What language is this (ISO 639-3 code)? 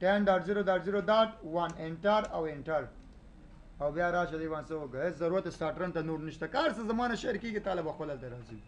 pus